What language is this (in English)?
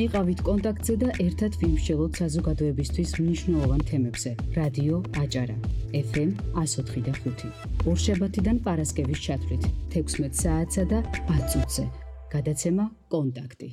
Georgian